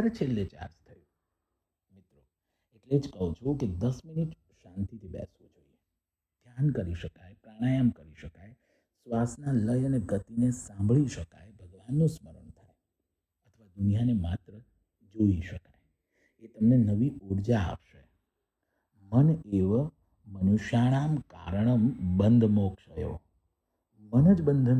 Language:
Gujarati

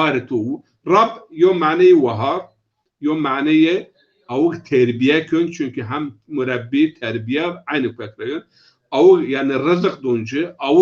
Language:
Zaza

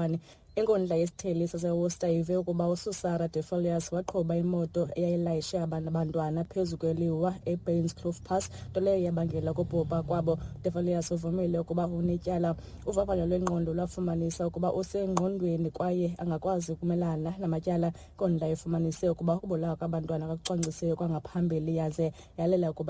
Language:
Xhosa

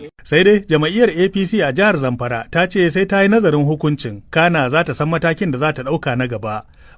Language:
Hausa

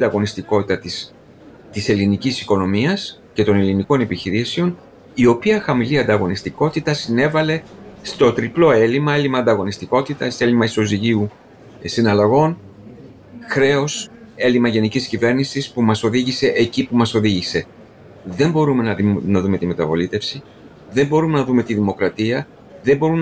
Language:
Greek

